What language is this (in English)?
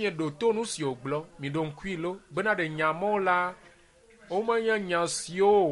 Ewe